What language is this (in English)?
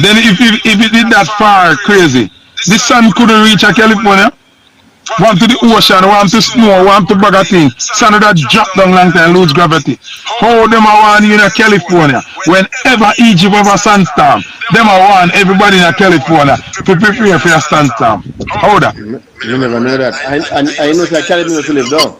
Jamaican Creole English